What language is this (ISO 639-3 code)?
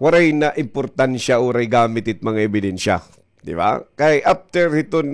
war